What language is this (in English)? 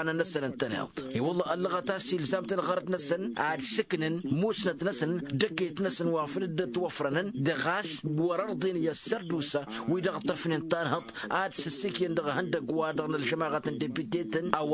Tamasheq